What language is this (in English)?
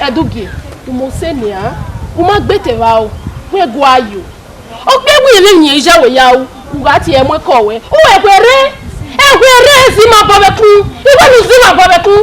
Bini